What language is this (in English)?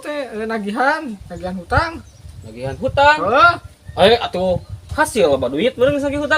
Sundanese